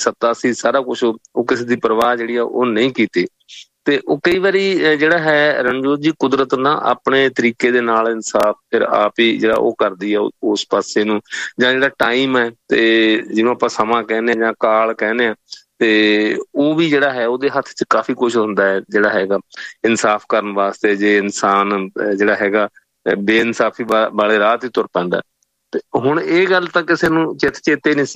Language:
Punjabi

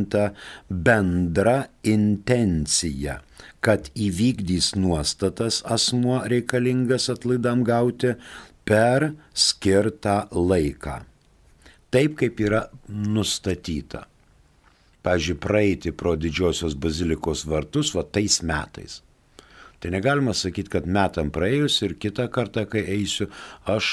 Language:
Lithuanian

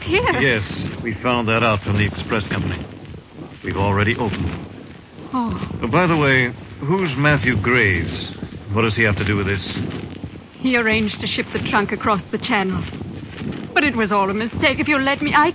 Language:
English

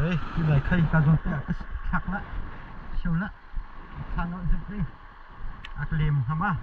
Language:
Hakha Chin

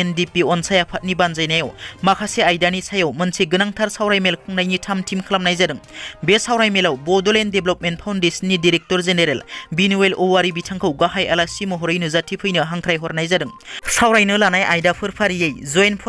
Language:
Bodo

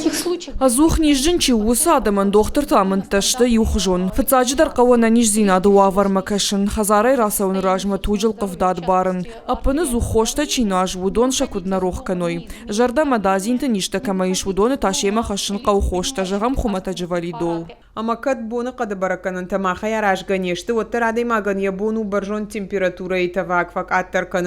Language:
Ossetic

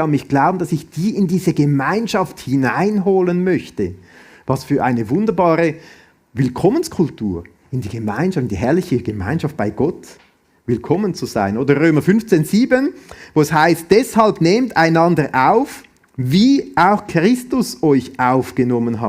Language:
Swiss German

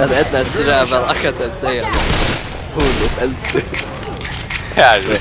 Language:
Faroese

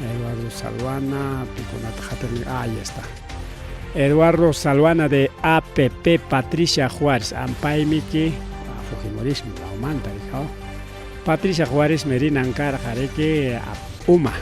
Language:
Ayacucho Quechua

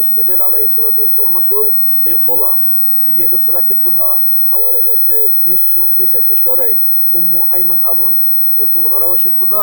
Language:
Avaric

